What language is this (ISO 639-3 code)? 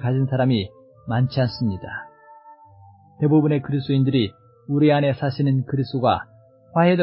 kor